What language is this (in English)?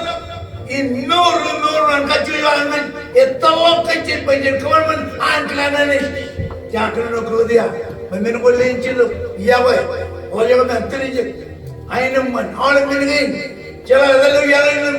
Marshallese